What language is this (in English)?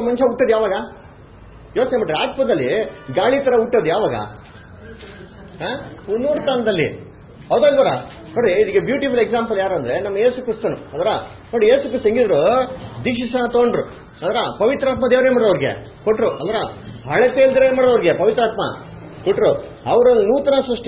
Kannada